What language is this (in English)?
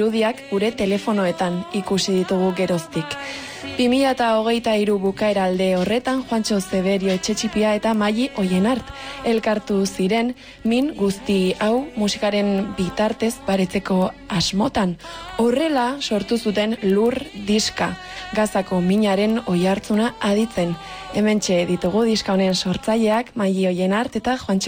Basque